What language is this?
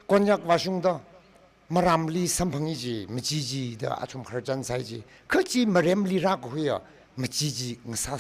Tangkhul Naga (India)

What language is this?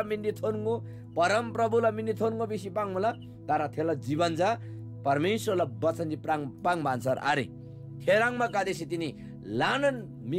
Eastern Tamang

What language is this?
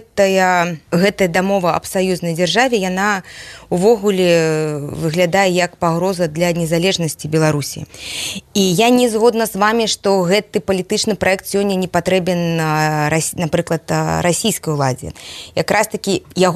Belarusian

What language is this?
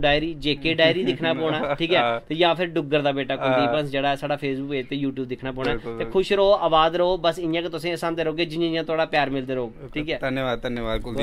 Dogri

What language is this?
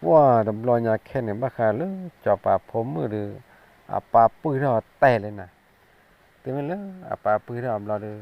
S'gaw Karen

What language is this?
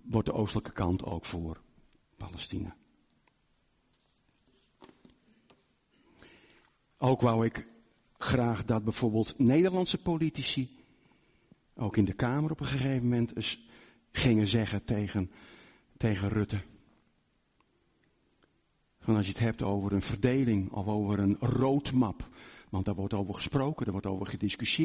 Dutch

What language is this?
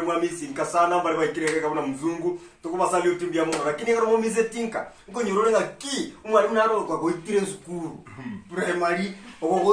Gusii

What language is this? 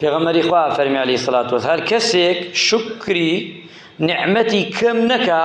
Central Kurdish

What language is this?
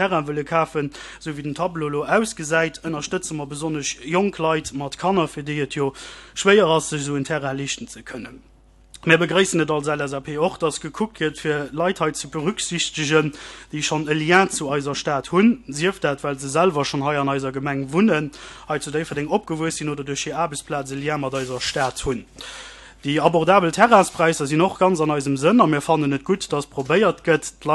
Luxembourgish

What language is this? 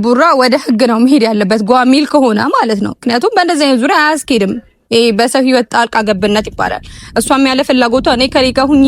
Amharic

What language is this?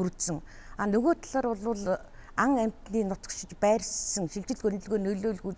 Mongolian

